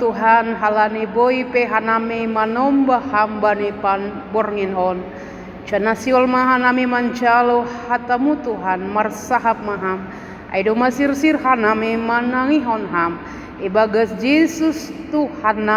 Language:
Batak Simalungun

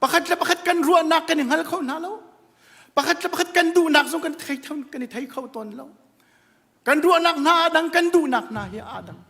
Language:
Hakha Chin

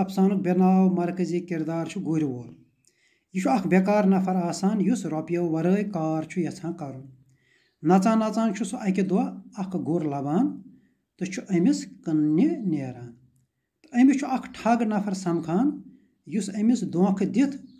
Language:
Kashmiri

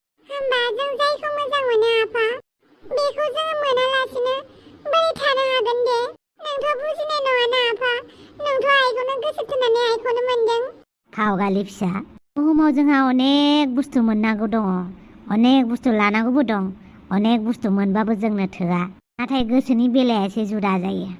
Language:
Bodo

